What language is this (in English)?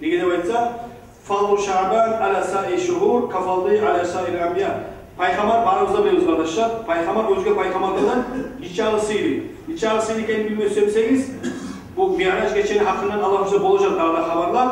Kumyk